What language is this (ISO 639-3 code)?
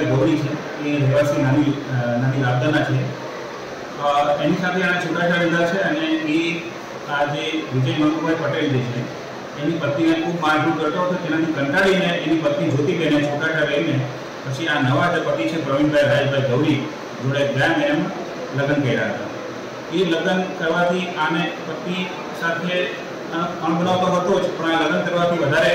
guj